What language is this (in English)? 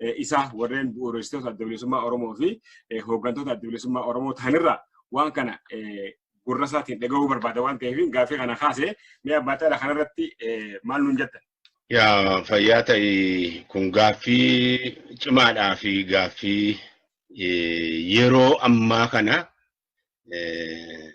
Oromo